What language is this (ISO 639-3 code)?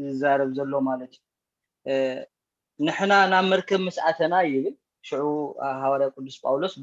tir